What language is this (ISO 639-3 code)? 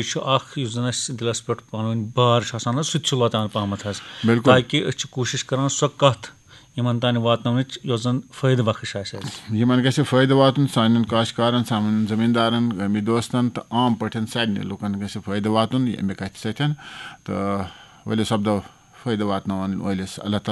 kas